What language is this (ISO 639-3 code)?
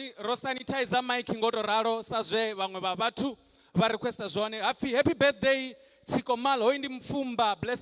ven